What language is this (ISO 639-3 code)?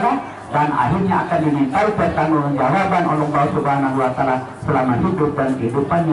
ind